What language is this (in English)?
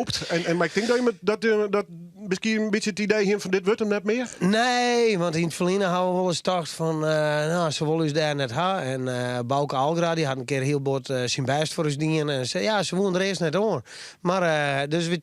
Western Frisian